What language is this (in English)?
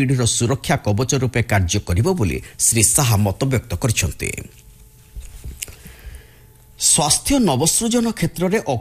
Odia